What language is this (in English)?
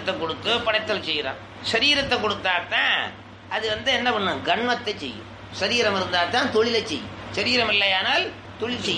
Tamil